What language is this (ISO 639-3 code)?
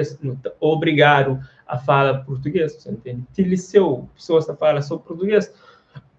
kea